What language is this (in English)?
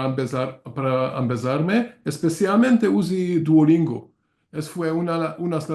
Ladino